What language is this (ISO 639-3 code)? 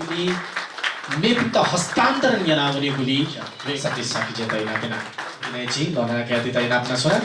new